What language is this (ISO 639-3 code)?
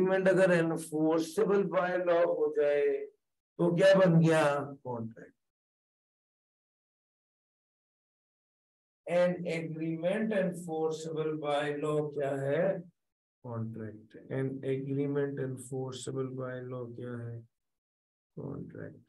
hin